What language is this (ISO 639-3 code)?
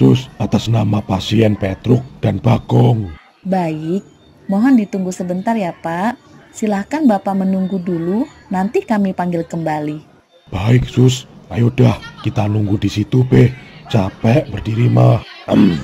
bew